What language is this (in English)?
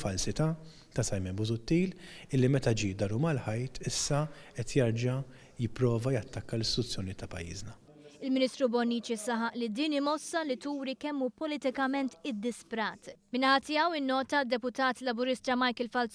Maltese